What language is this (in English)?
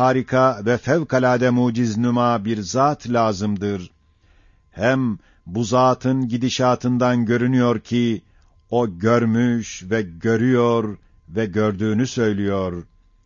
Ottoman Turkish